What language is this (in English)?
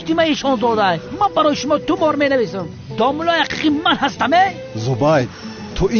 Tajik